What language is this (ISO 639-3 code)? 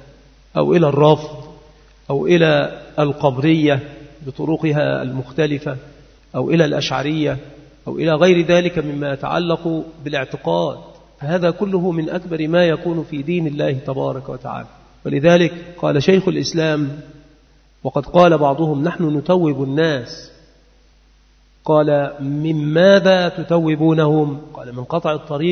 ara